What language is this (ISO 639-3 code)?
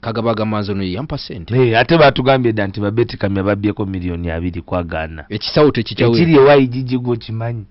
lug